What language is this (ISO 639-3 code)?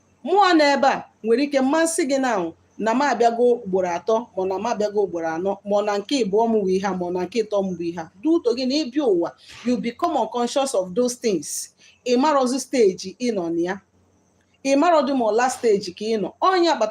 ibo